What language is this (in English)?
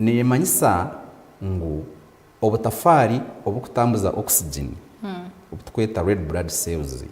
Nyankole